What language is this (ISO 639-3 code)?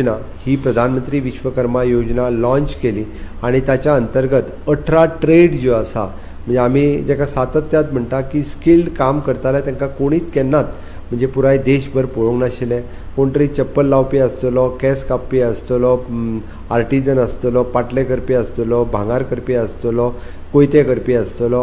kok